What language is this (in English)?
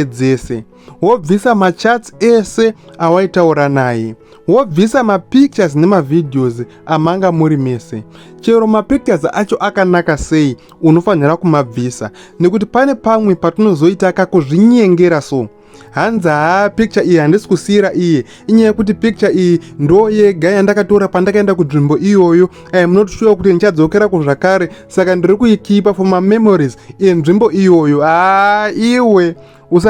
Shona